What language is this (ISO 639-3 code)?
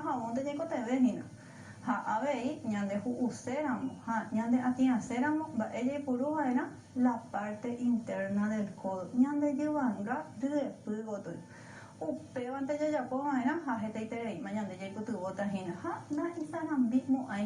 grn